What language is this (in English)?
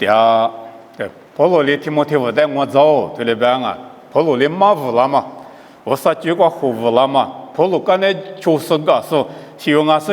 Lisu